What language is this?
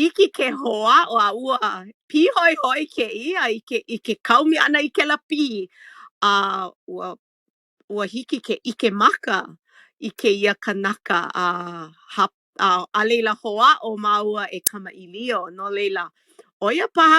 Hawaiian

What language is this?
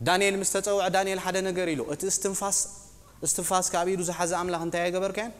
Tigrinya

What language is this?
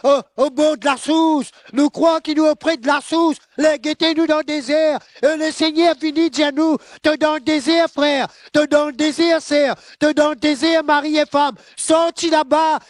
Morisyen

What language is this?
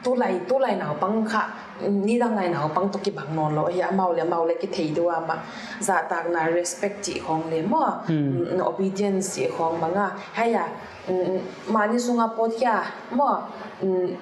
Paite Chin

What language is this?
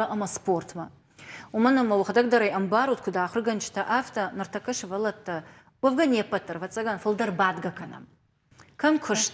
Ossetic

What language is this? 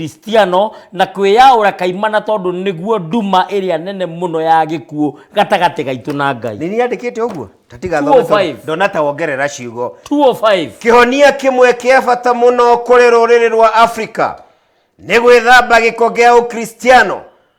Kikuyu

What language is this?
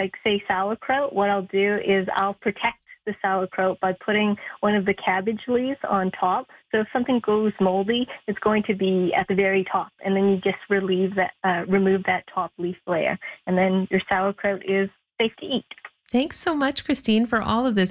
English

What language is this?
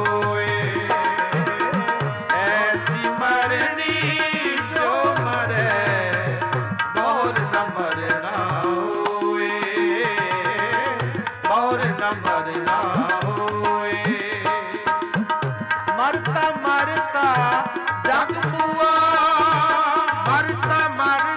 Punjabi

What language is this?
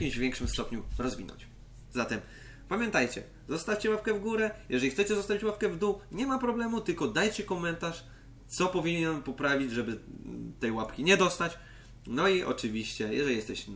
Polish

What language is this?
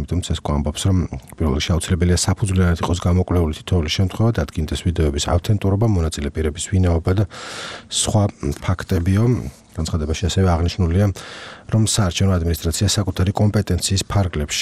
Georgian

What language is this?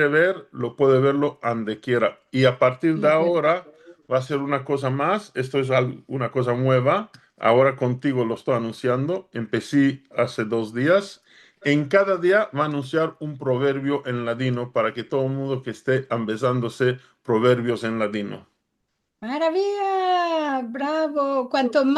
Ladino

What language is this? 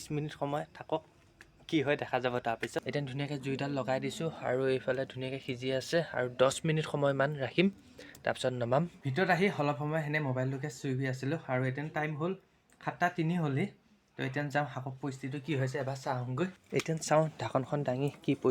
Assamese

